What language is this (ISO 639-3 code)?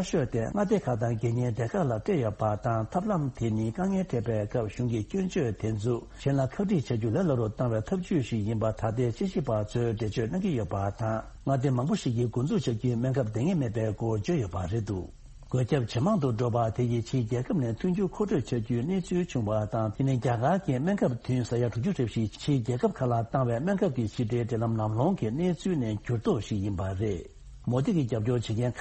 bod